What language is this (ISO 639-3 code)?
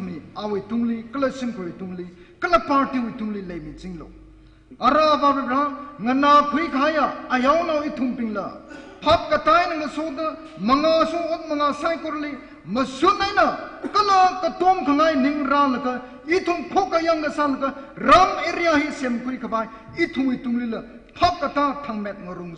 nmf